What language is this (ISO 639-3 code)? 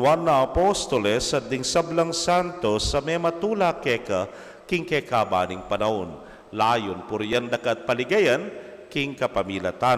pam